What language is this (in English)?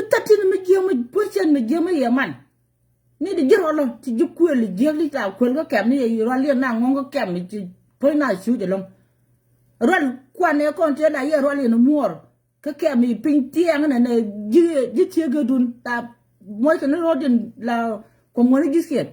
Nuer